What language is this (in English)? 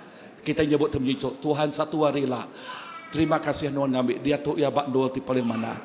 Iban